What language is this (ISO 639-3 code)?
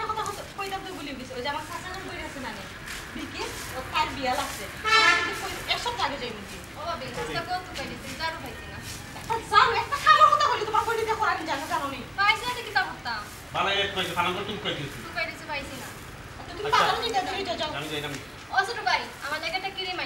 syl